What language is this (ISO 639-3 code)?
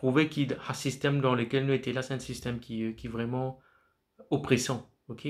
mfe